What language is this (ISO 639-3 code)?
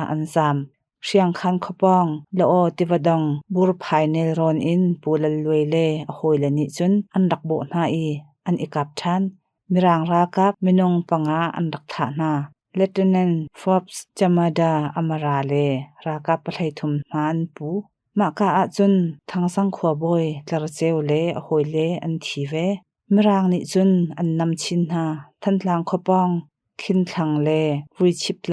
cnh